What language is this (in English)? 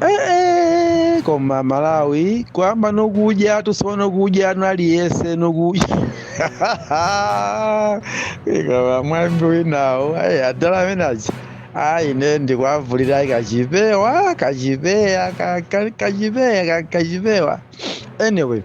Nyanja